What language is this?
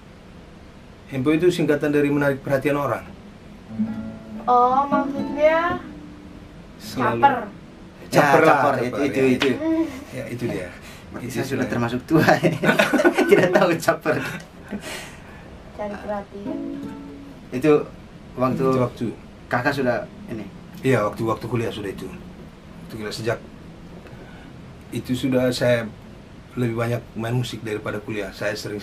Indonesian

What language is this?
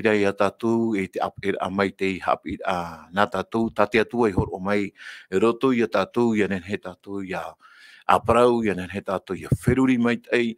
Tahitian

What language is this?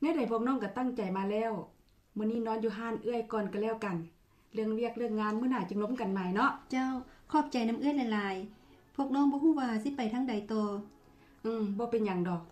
Lao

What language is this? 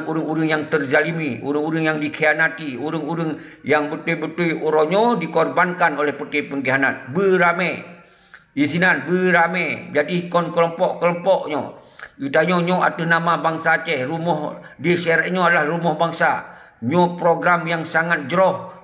Achinese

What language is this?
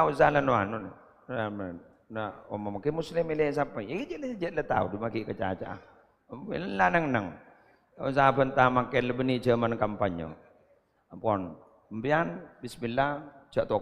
Madurese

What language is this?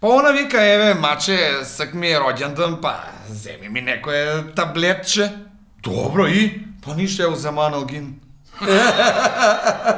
Macedonian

